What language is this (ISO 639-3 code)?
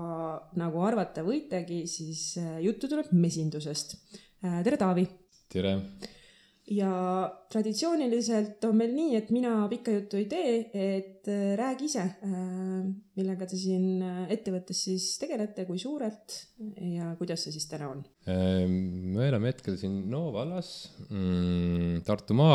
est